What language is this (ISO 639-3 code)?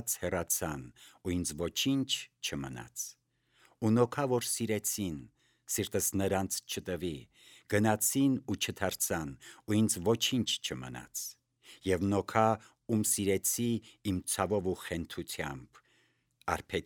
hye